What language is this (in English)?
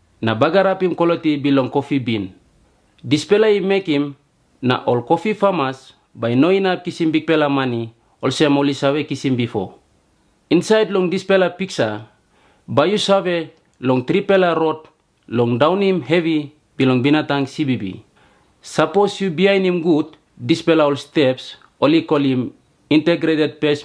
Tok Pisin